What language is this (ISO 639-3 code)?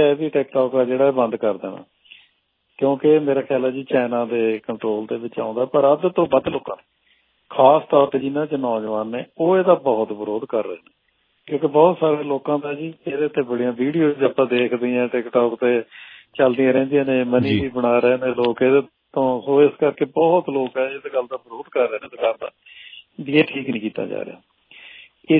pan